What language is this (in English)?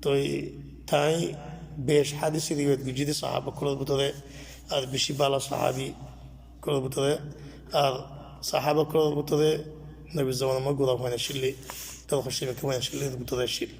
Rohingya